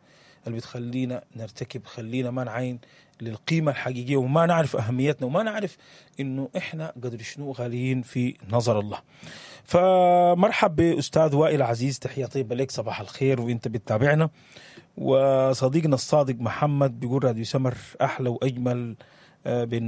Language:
Sudanese Arabic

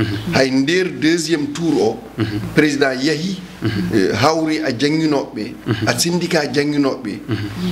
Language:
Fula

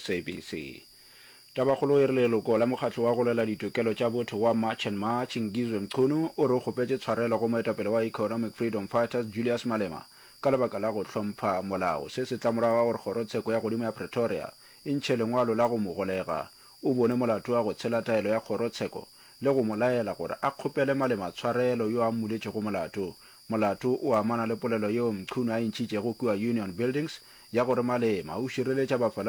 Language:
Northern Sotho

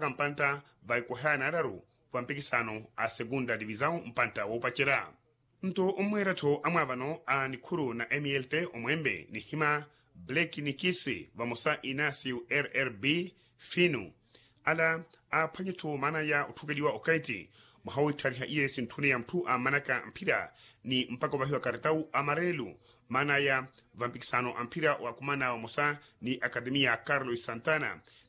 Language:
Makhuwa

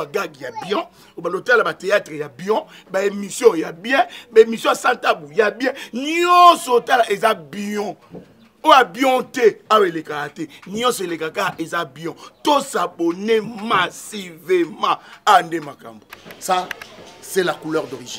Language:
Lingala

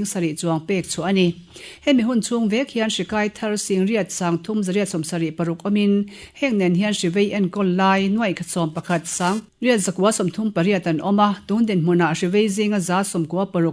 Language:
Mizo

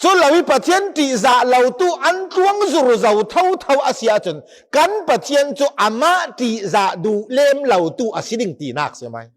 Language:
Falam Chin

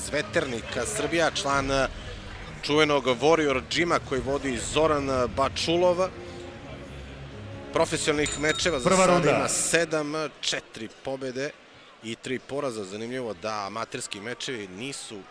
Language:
Serbian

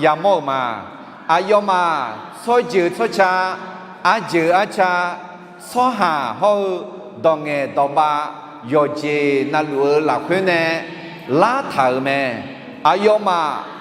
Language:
Akha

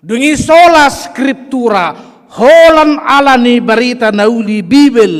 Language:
Batak Toba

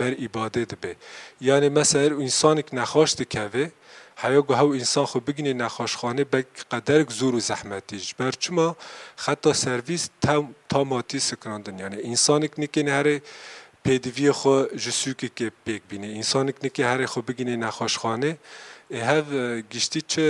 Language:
Kurdish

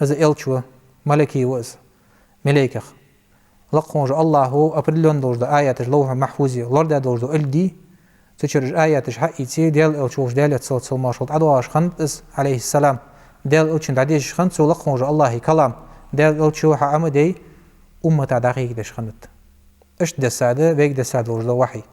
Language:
Ingush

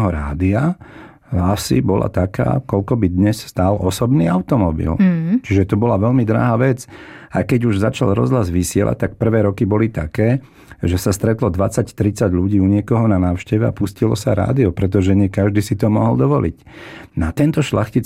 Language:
Slovak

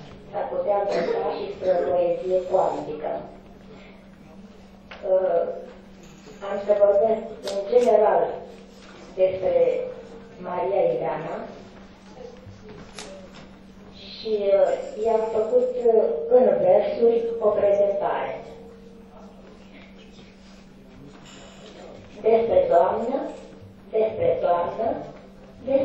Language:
Romanian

